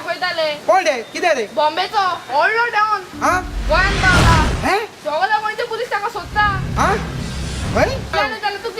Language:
Konkani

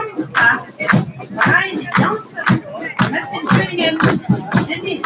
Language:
Limburgish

